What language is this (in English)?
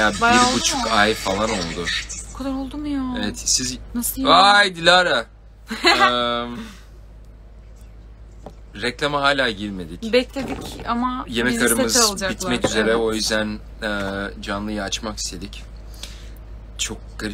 Turkish